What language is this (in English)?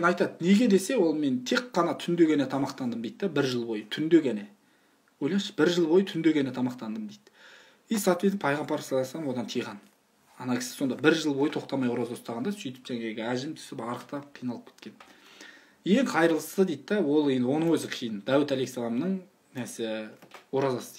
Kazakh